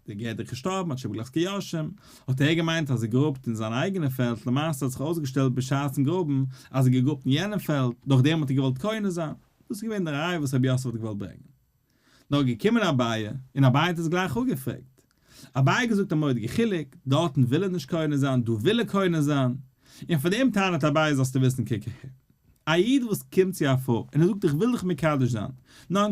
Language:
Yiddish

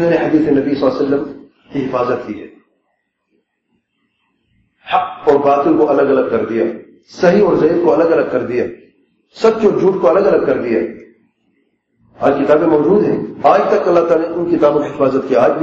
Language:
Urdu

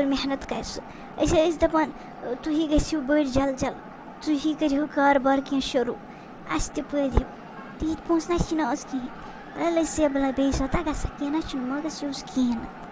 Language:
Kashmiri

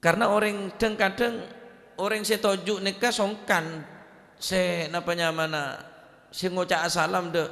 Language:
Madurese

